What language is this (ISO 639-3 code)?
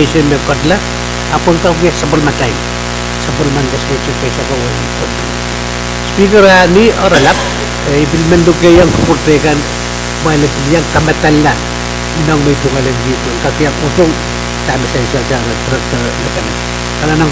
pon